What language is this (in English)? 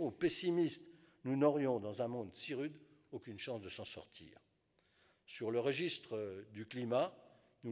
French